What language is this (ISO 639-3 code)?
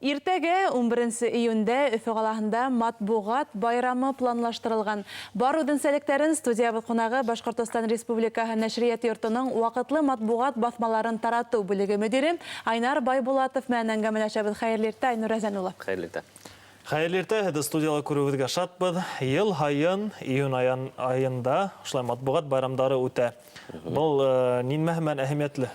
bak